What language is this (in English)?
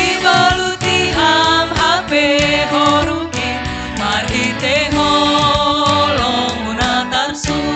Batak Simalungun